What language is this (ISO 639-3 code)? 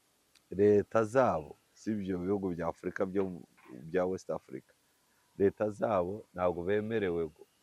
kin